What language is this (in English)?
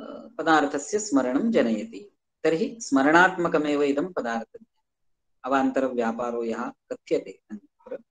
Sanskrit